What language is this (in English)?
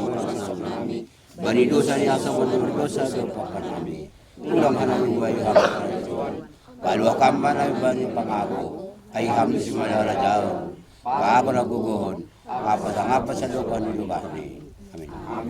Batak Simalungun